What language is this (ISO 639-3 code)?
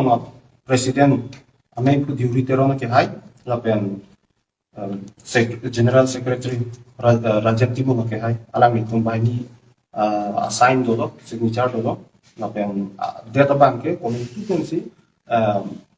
mjw